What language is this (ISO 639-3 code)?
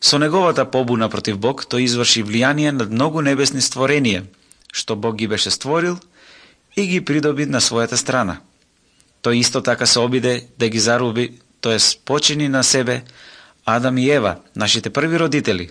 mkd